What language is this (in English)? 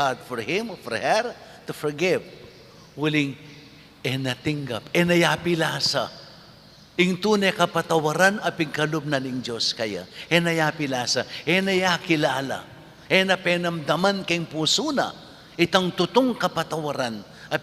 Pampanga